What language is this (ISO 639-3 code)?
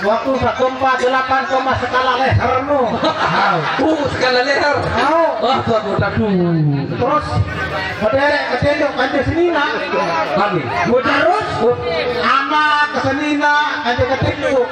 sas